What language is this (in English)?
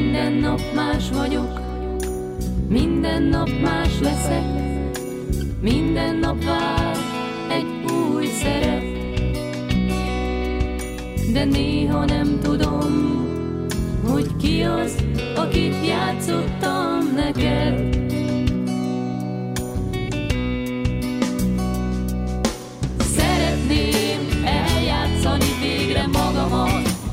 Hungarian